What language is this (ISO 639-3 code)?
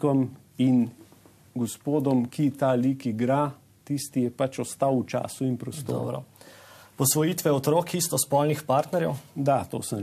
slv